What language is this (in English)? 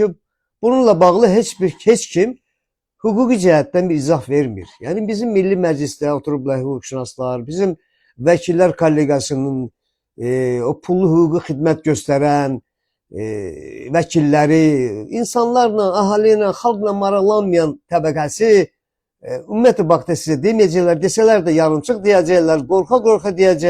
Azerbaijani